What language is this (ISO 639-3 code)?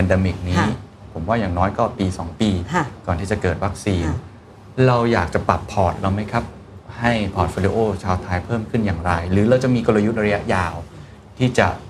tha